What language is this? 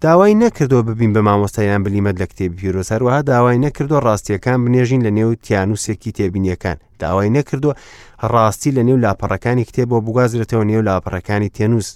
Central Kurdish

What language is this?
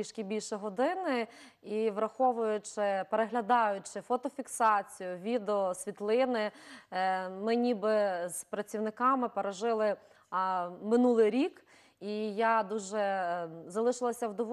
Ukrainian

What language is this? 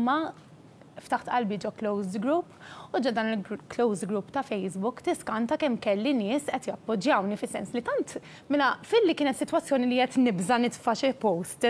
Maltese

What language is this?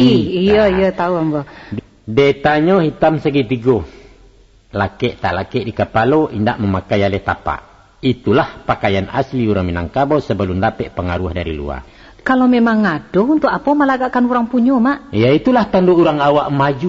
Minangkabau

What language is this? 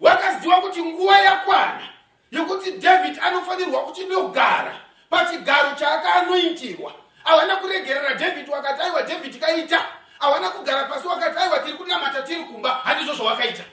Shona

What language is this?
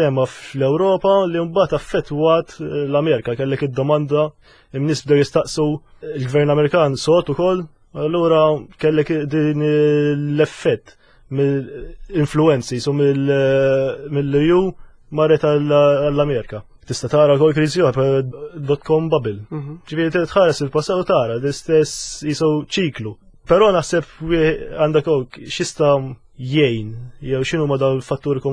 Maltese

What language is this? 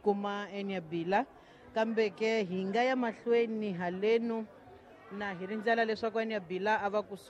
Tsonga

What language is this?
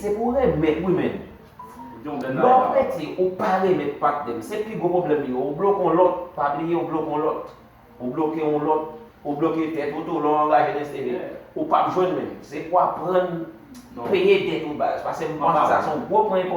Haitian Creole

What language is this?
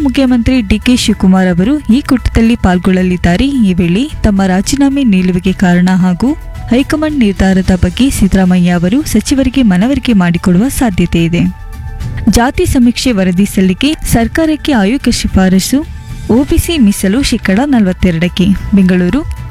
Kannada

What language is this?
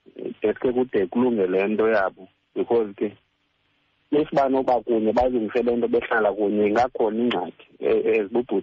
Xhosa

